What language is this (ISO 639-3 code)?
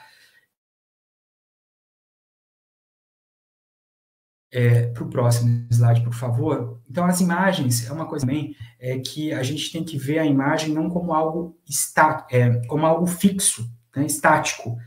por